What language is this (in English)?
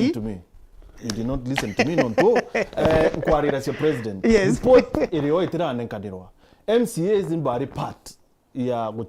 Meru